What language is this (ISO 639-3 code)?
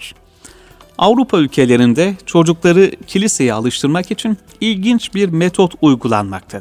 tur